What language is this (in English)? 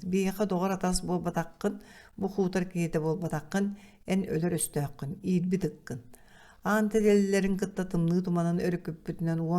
Yakut